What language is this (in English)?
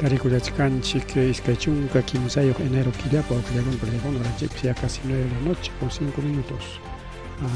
Ayacucho Quechua